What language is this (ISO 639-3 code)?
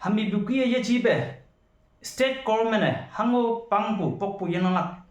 nbe